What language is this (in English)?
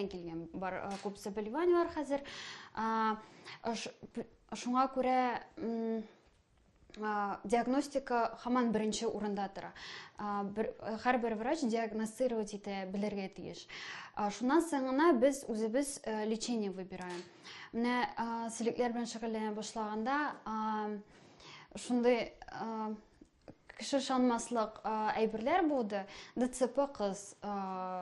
Tatar